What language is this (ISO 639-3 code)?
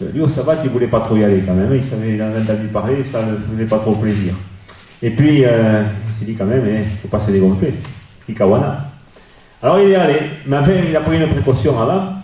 oci